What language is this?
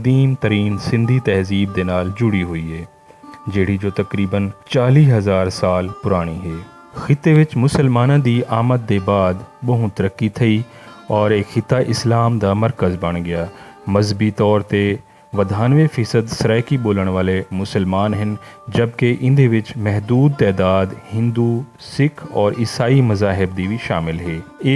Saraiki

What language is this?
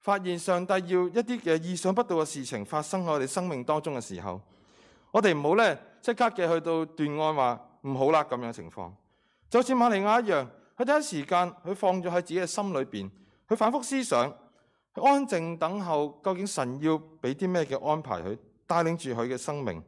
Cantonese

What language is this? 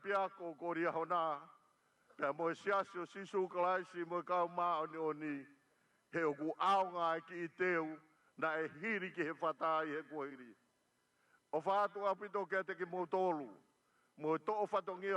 Tongan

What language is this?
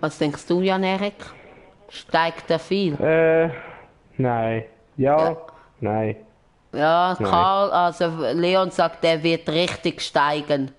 Swiss German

